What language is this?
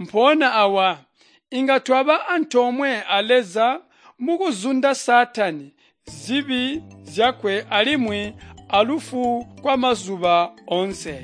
Tonga (Zambia)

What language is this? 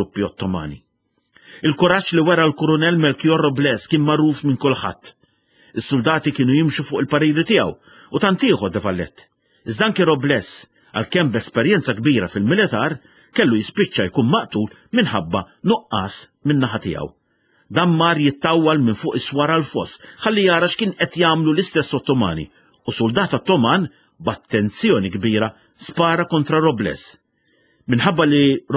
Maltese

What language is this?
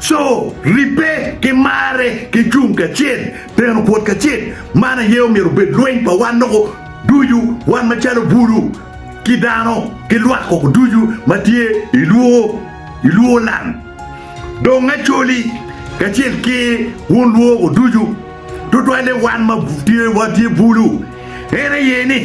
Acoli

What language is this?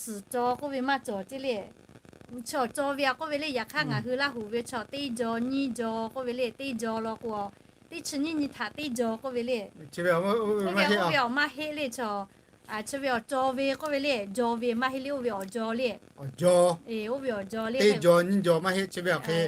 Lahu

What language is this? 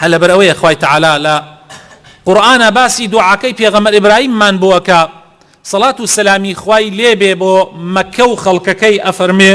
Central Kurdish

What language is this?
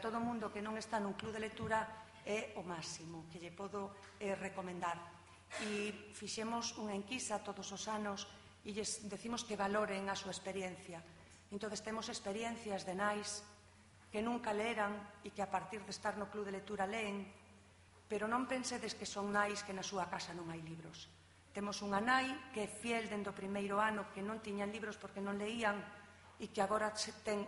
Galician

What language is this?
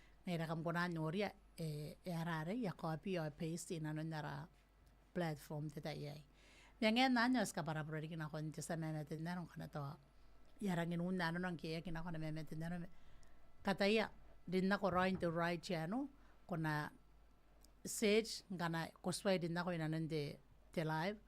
Gilbertese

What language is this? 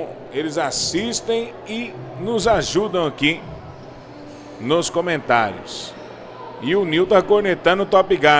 Portuguese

